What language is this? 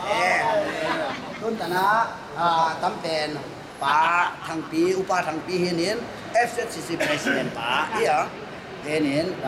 Tedim Chin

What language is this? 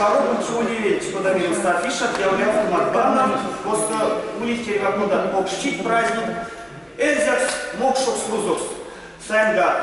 Erzya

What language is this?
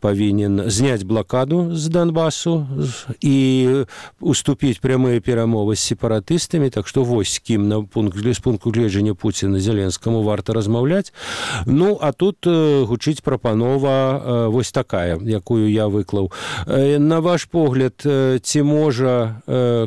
Belarusian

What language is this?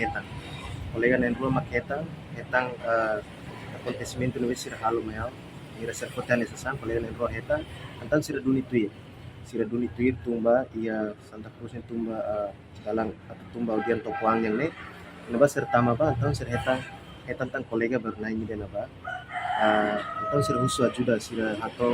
Tetum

